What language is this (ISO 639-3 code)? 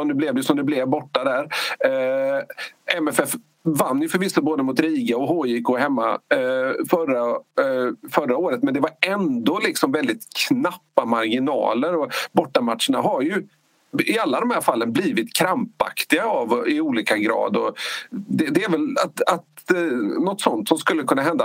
swe